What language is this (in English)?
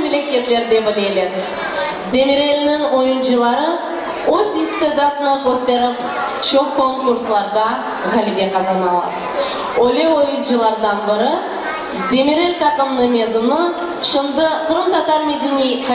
Crimean Tatar